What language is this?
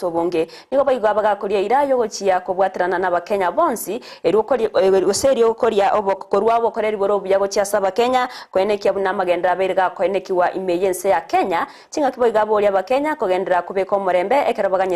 Gusii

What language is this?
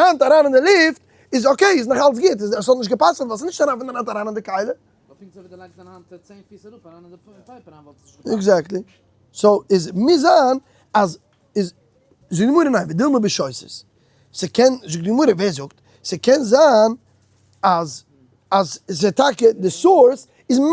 Yiddish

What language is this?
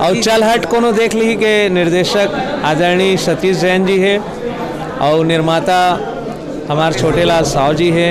Chhattisgarhi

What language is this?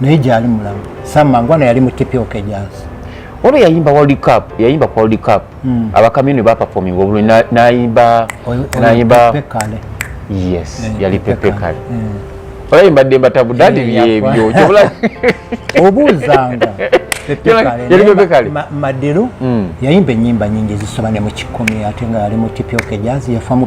Ganda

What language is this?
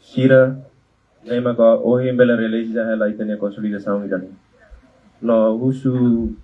Tetum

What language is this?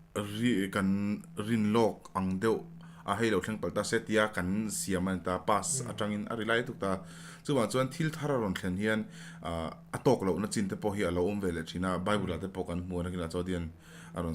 Mizo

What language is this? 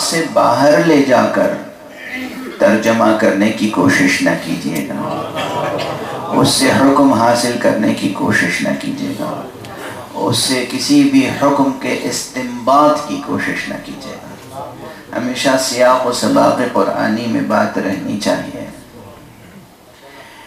Urdu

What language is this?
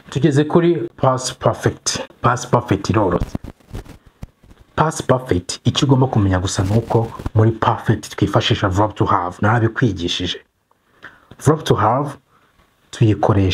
Kinyarwanda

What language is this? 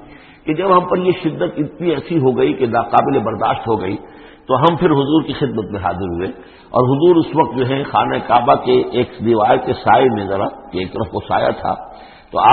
Urdu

